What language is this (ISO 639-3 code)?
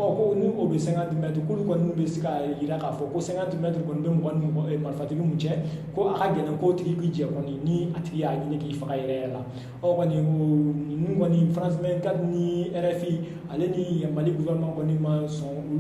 bam